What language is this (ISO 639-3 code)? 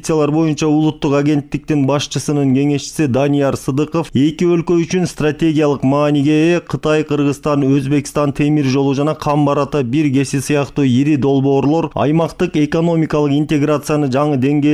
kir